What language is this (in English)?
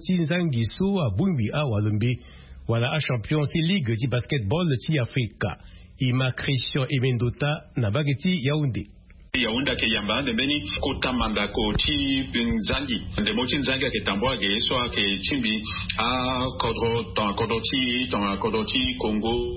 Sango